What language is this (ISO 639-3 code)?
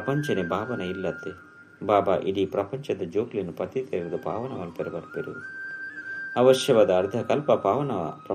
tcy